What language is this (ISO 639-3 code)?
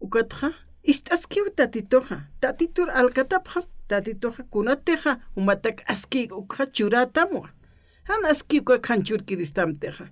aym